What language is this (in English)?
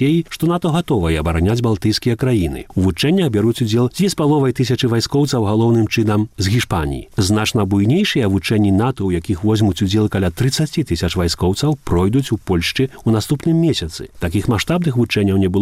Belarusian